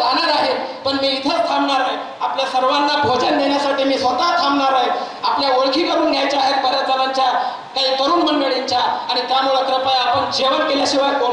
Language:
Marathi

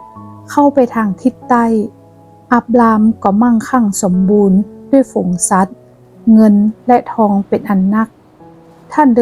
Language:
Northern Thai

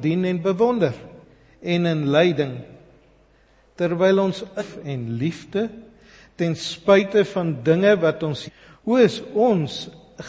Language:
Afrikaans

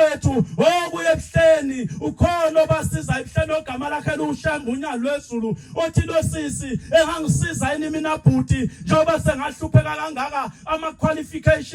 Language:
Zulu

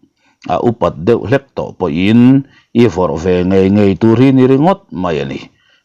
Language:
Mizo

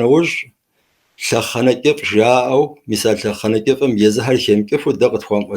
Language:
Kabardian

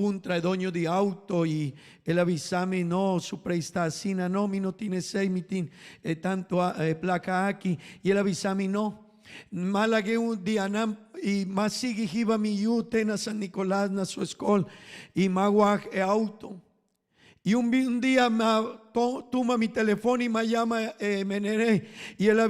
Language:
Papiamento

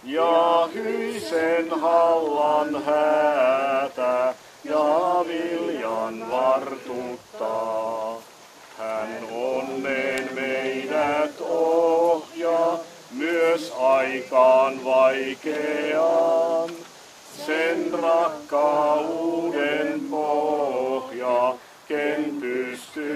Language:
Finnish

